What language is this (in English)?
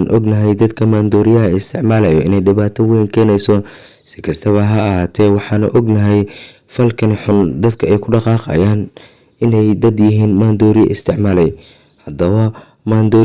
Somali